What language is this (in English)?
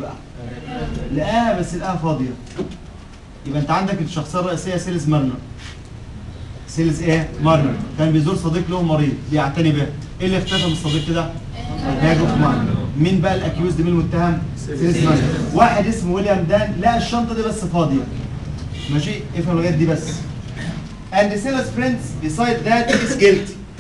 Egyptian Arabic